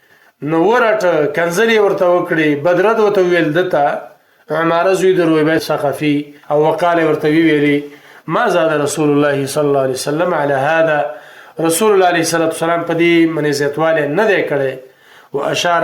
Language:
Pashto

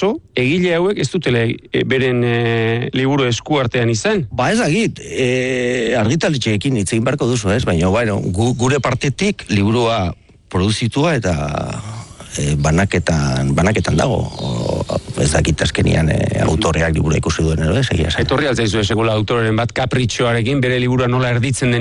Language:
Basque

